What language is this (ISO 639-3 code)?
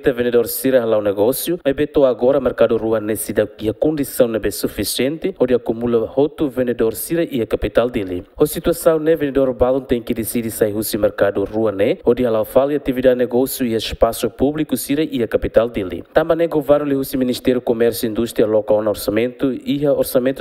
tet